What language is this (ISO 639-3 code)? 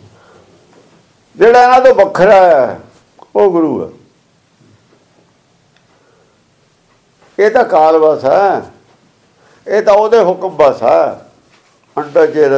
pan